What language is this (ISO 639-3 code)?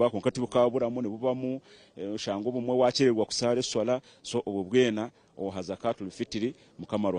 nyn